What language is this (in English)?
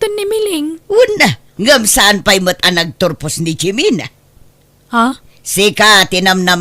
Iloko